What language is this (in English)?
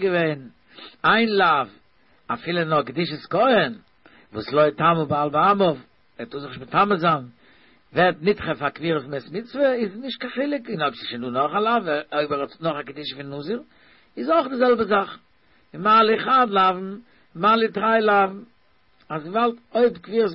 Yiddish